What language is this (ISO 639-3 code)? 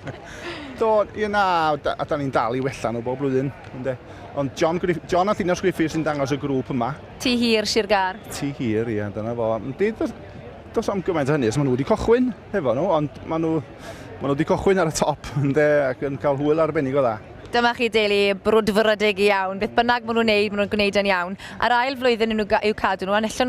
cym